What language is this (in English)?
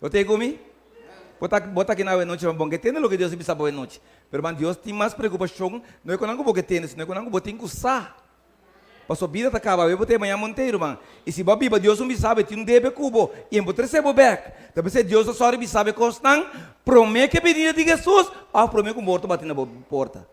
Papiamento